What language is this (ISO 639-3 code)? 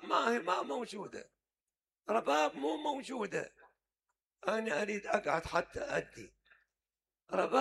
acm